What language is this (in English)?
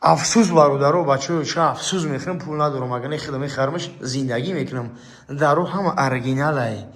Tajik